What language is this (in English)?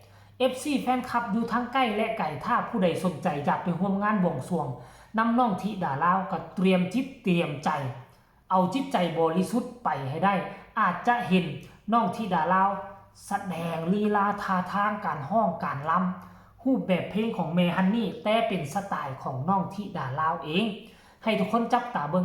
Lao